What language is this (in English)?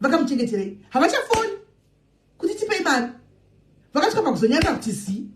Shona